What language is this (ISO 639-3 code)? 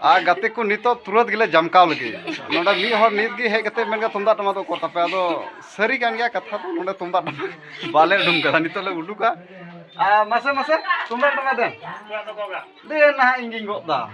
sat